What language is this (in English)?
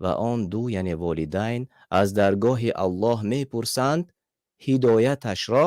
Tajik